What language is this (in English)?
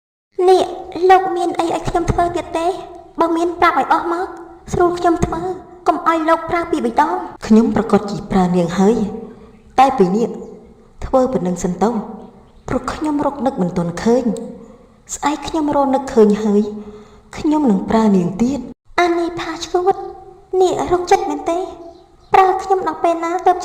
Khmer